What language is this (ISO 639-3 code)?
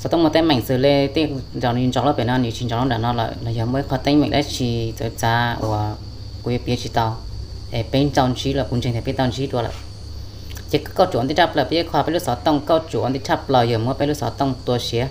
hmn